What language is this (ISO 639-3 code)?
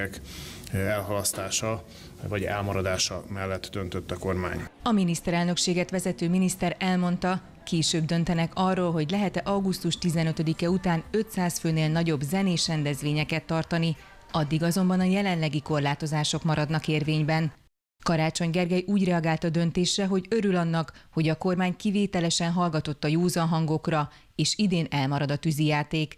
hun